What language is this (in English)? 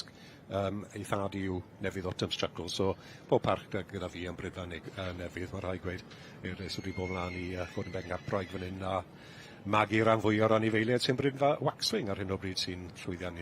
Welsh